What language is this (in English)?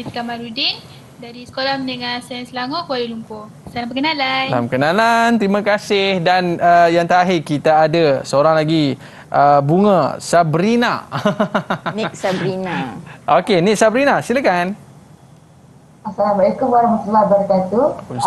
Malay